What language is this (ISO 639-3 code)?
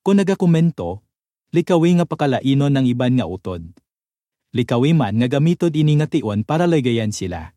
hil